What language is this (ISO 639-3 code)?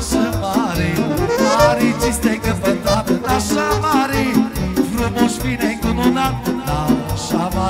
ron